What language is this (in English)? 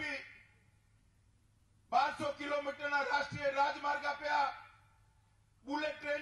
Gujarati